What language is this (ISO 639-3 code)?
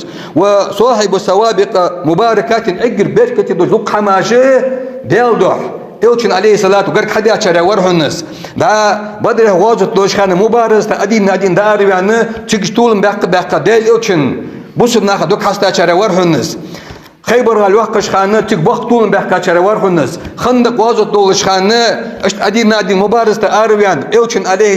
inh